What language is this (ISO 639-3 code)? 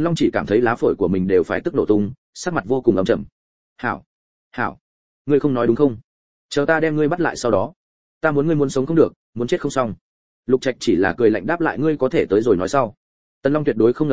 vie